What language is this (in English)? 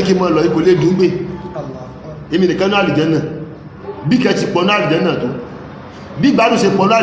Yoruba